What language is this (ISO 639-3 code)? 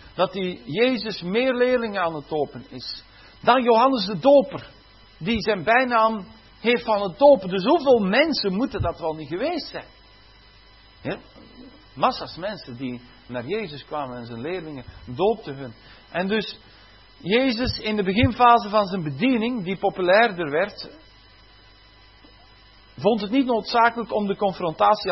nld